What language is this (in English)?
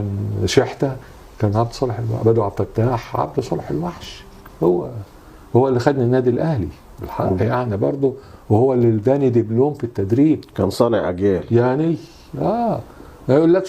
Egyptian Arabic